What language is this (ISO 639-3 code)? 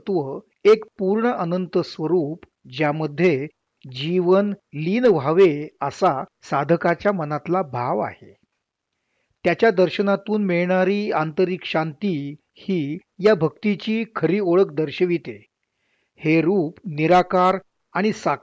mar